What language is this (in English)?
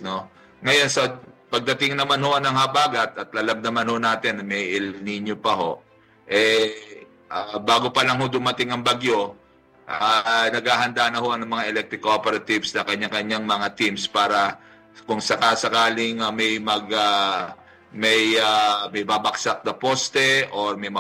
Filipino